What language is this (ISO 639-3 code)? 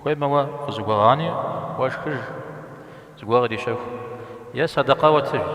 kbd